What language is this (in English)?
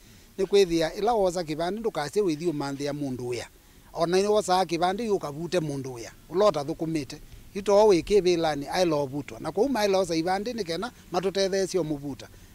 Kamba